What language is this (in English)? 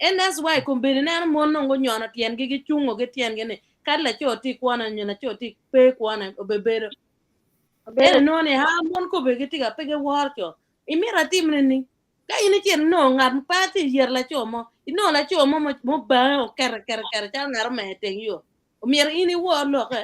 Acoli